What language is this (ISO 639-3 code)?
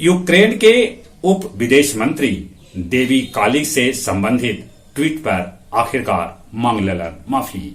mag